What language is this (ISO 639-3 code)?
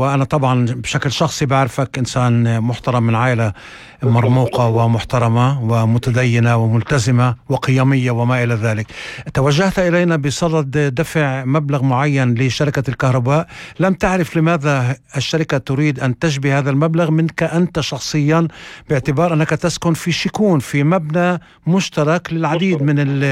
apc